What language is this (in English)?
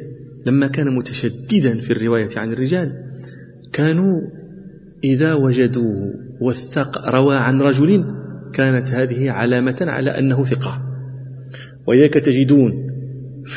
Arabic